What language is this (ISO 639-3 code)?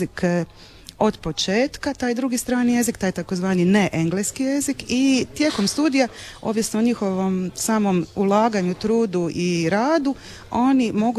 hrv